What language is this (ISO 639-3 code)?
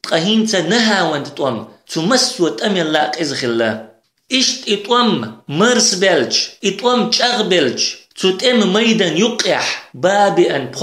che